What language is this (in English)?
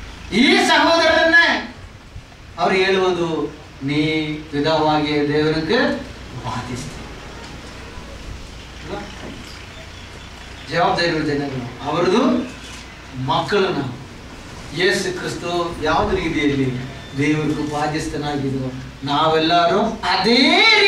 Kannada